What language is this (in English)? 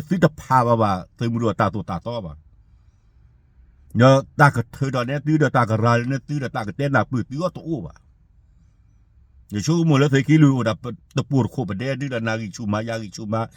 S'gaw Karen